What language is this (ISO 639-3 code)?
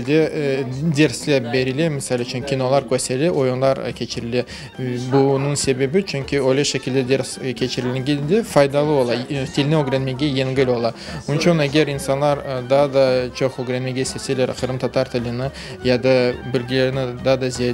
crh